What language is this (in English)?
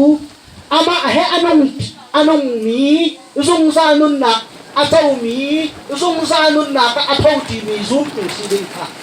Hakha Chin